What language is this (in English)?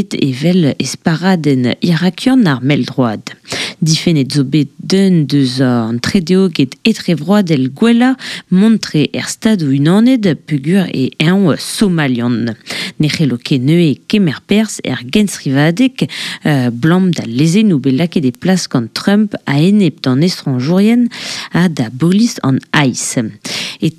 Breton